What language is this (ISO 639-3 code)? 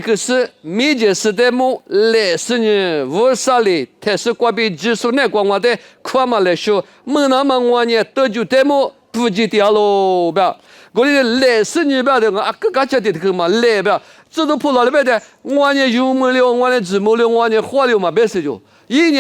lis